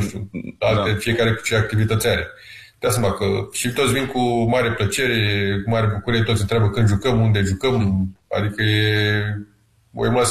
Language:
Romanian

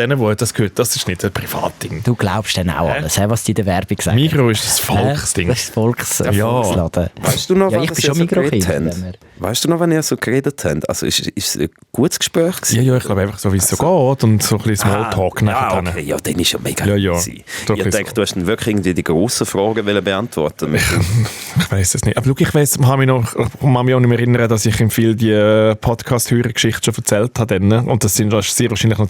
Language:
Swiss German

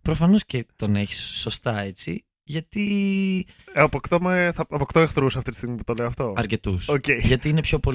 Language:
Greek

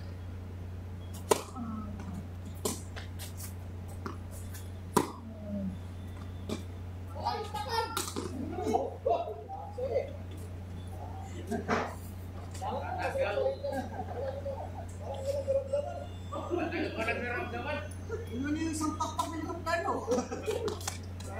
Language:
Filipino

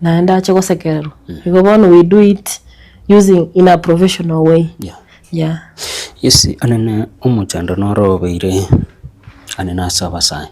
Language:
Gusii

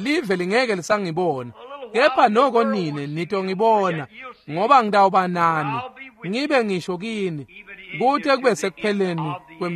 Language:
Swati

